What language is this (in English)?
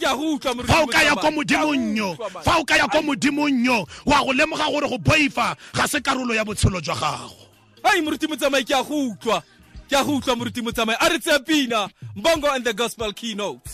Tswana